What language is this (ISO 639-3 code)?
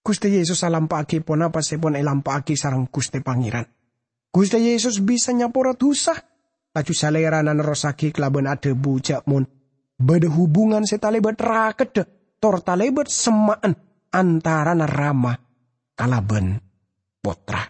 mad